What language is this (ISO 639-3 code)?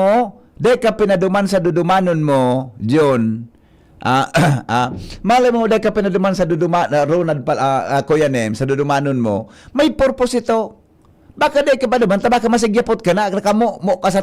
bik